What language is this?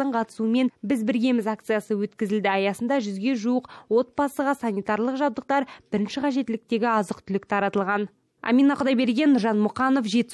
Kazakh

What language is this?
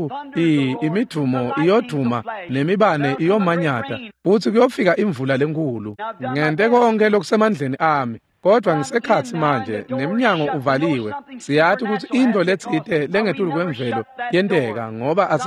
Swati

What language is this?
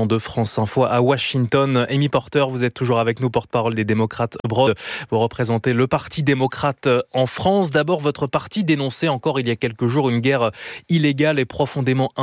French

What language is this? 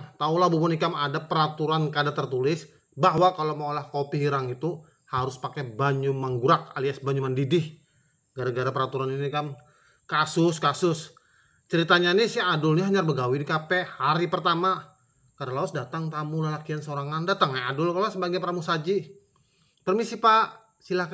Banjar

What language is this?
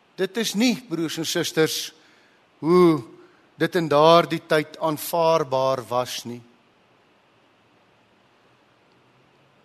Afrikaans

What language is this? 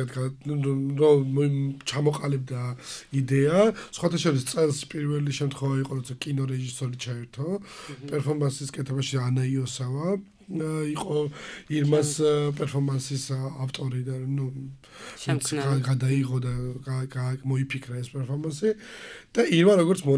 Georgian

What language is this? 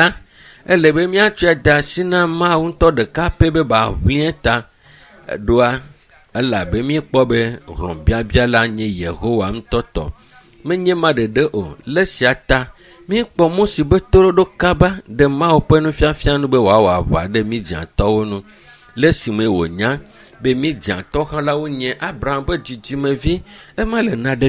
Ewe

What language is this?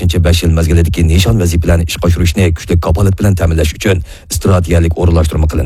Uyghur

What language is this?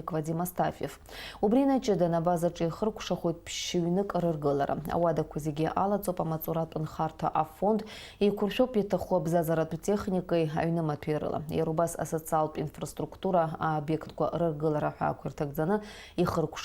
Abkhazian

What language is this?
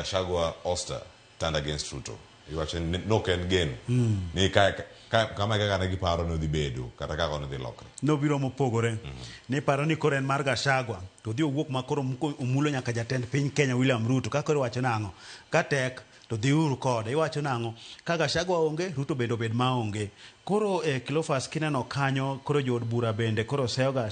Luo (Kenya and Tanzania)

